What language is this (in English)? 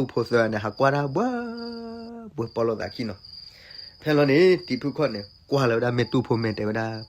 S'gaw Karen